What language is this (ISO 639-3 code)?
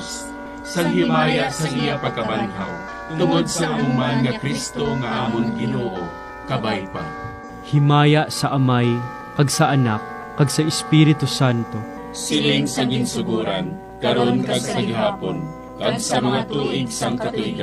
hil